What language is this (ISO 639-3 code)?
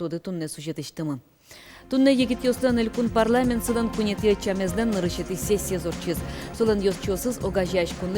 udm